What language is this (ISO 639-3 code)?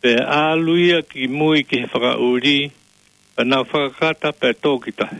ton